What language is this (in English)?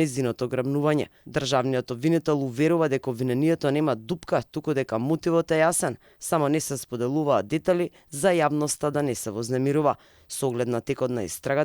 Macedonian